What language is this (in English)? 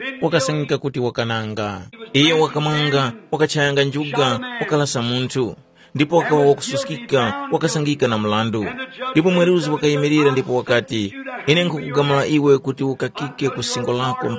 Tumbuka